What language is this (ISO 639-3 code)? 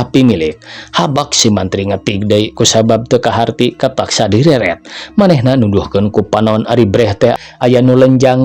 sun